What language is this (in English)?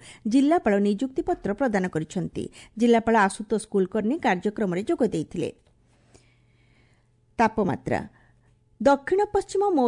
Odia